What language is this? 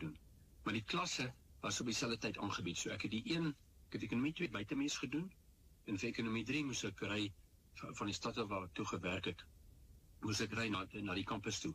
Afrikaans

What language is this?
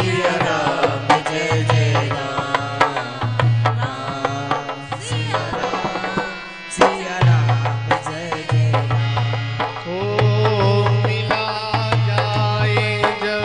Hindi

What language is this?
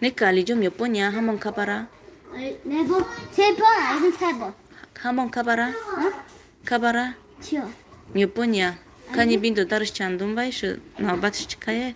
Tajik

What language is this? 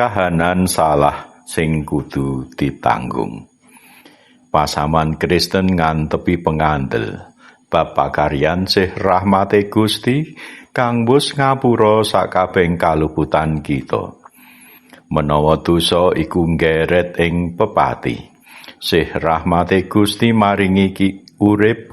Javanese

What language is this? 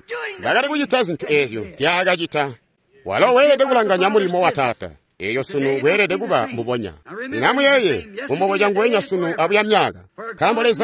Tonga (Zambia)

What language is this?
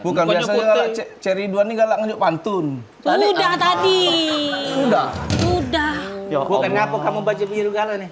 Musi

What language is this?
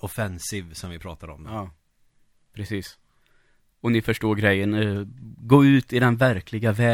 Swedish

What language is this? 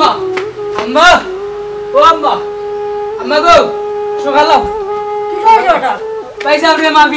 Sylheti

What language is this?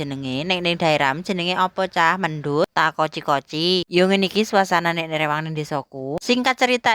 Javanese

